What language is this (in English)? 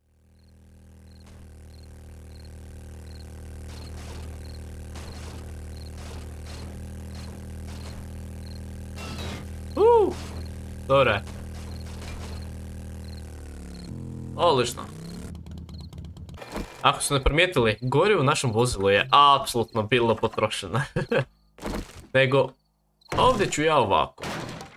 Croatian